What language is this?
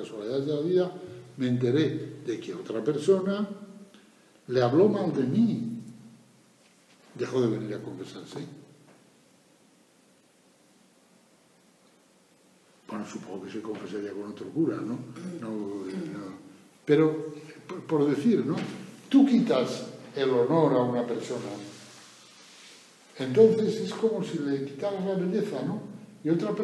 Spanish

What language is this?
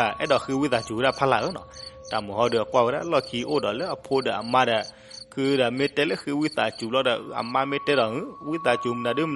S'gaw Karen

